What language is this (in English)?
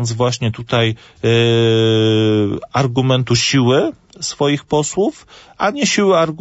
Polish